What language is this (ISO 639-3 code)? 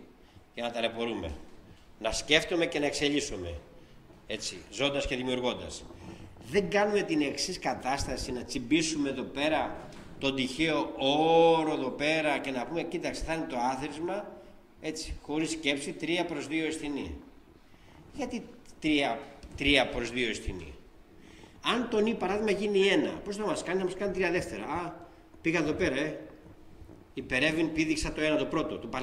ell